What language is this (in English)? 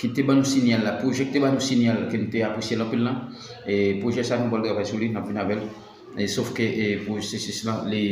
Haitian Creole